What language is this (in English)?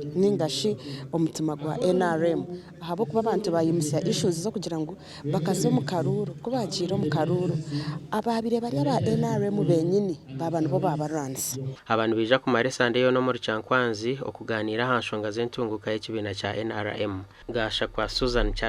Nyankole